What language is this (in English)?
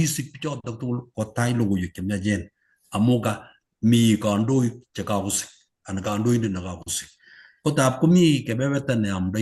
Kalenjin